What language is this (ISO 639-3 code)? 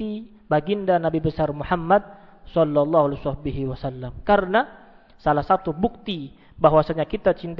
ind